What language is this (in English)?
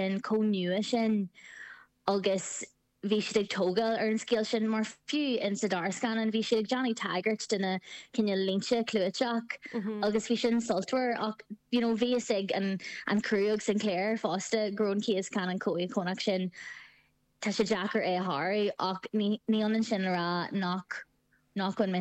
Irish